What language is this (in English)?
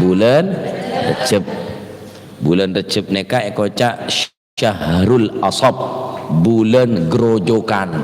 Madurese